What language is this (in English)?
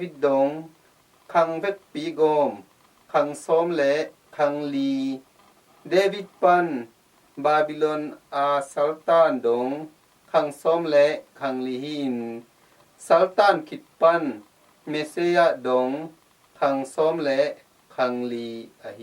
Tedim Chin